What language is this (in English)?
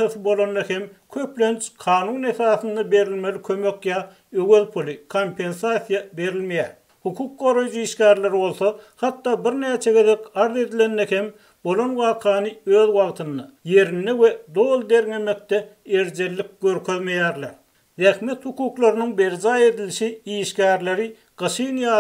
Turkmen